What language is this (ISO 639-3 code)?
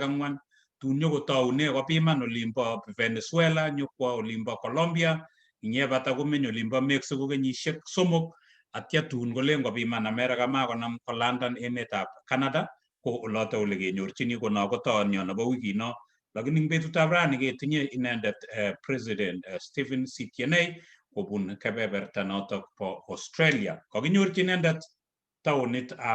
kln